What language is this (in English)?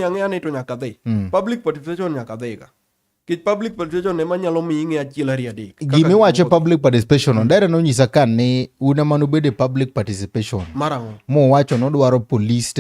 Luo (Kenya and Tanzania)